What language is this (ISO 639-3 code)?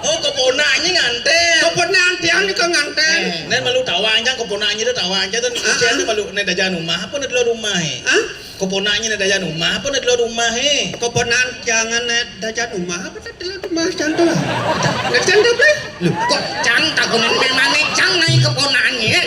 ban